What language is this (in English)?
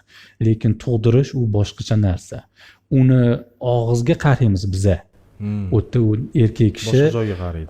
Uzbek